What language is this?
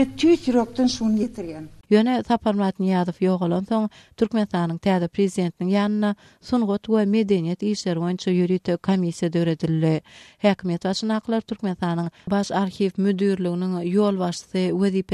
Turkmen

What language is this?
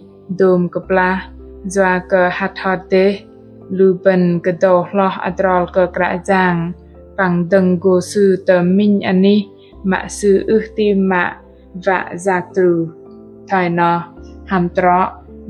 Bahnar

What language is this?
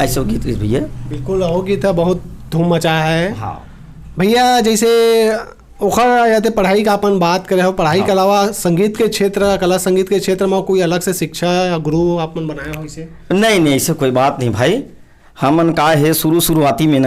Chhattisgarhi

